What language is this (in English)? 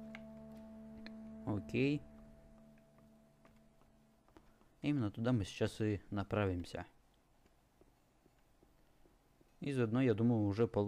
Russian